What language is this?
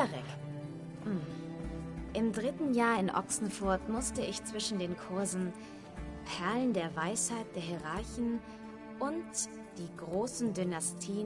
Swiss German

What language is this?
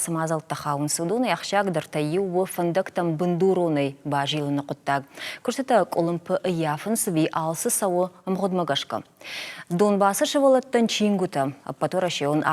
Ossetic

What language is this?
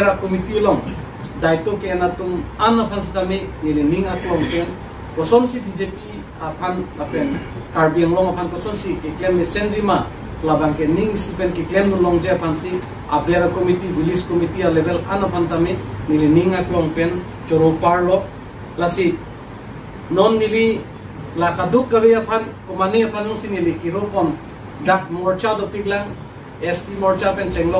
Karbi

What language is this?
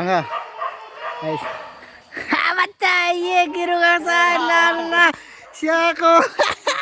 Minangkabau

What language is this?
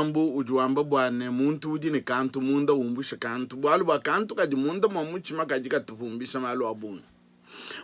Luba-Lulua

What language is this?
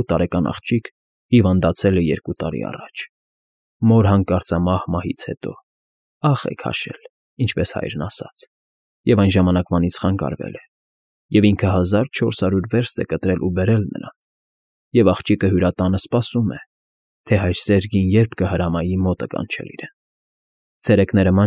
Armenian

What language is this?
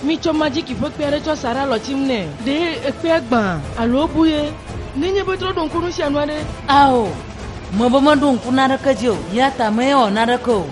Ewe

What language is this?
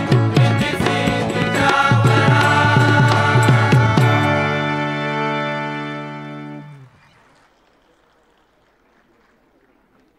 Marathi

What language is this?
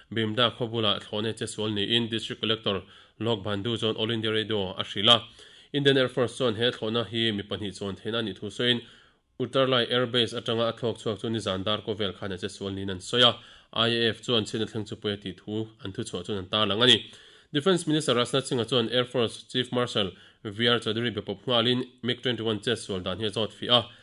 Mizo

